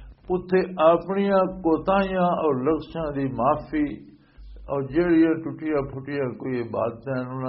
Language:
Western Panjabi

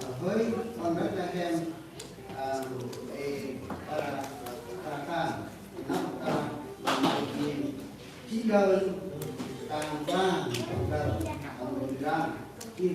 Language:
Central Mnong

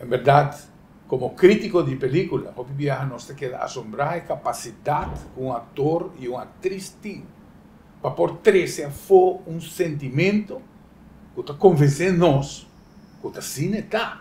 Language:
Papiamento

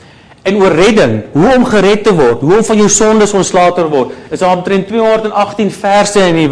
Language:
Afrikaans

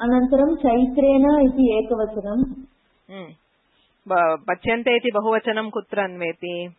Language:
Sanskrit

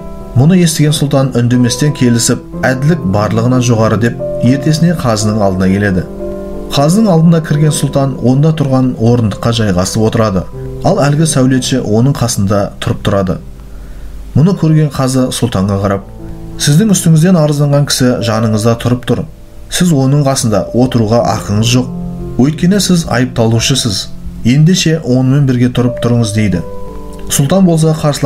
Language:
Kazakh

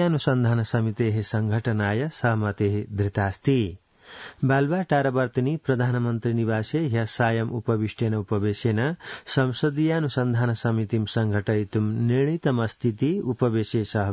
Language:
Sanskrit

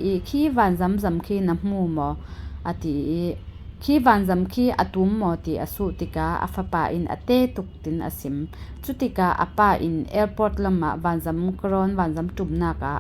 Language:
Falam Chin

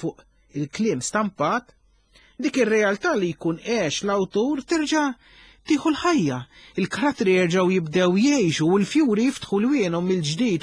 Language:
Maltese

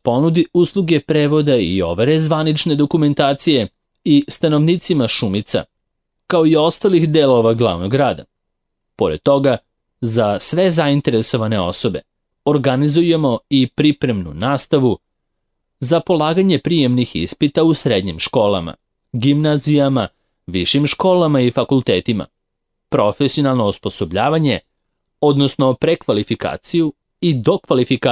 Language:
Serbian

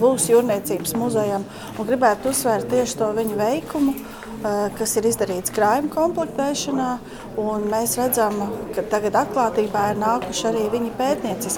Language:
Latvian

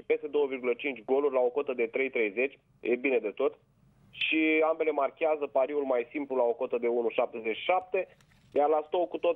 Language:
Romanian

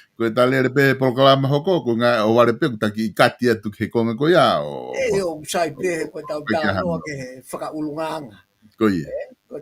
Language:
Tongan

